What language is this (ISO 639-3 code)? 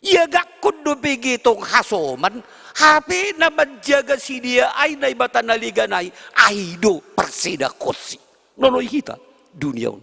bts